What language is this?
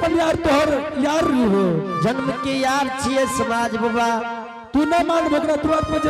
Angika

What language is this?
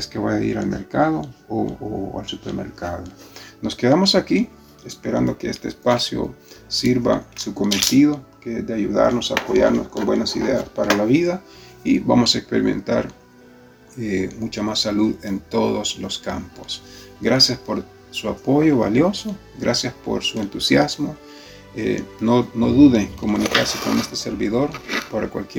Spanish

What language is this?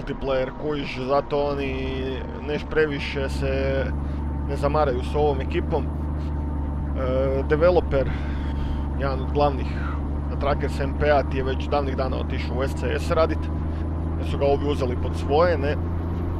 Croatian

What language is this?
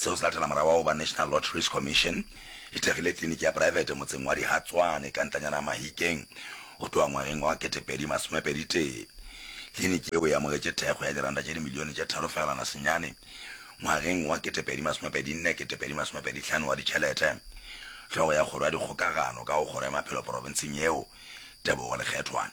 Northern Sotho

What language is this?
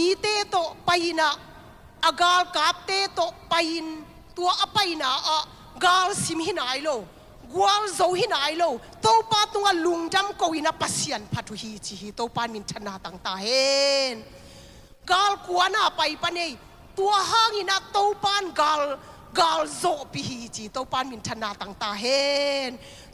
Tedim Chin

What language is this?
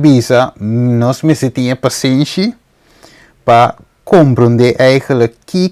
Papiamento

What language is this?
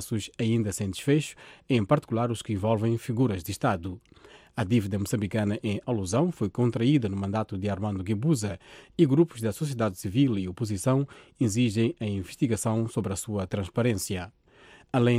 Portuguese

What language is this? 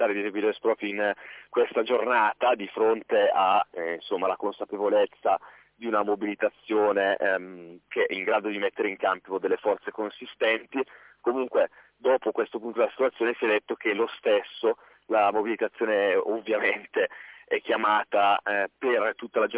Italian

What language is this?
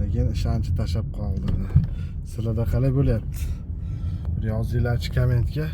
Uzbek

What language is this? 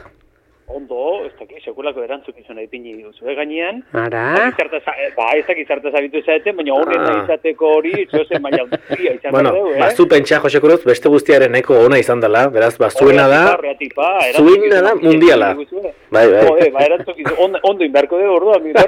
Basque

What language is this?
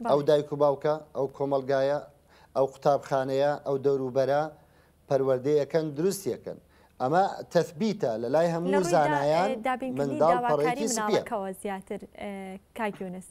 Central Kurdish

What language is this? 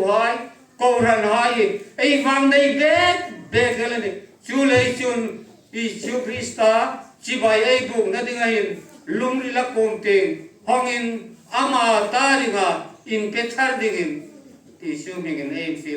Hmar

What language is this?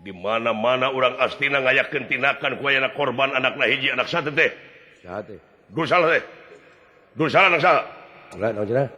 Sundanese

